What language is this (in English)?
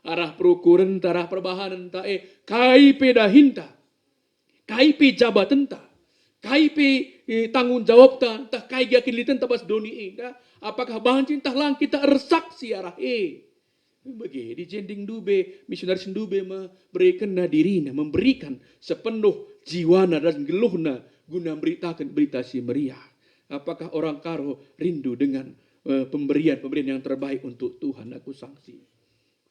Batak Karo